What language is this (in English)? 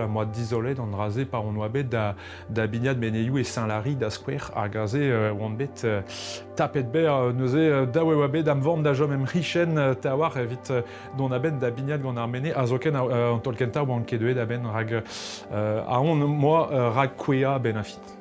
Breton